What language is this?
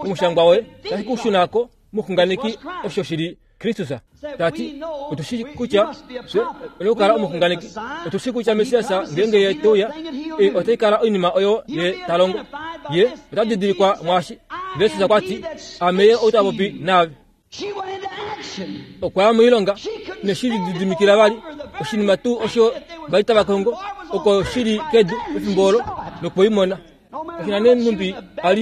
Kuanyama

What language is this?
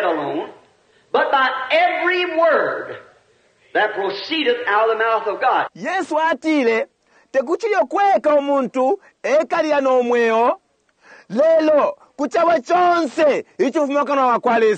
Bemba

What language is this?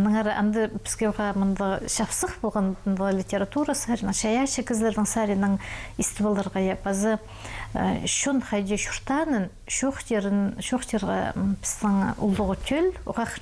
Khakas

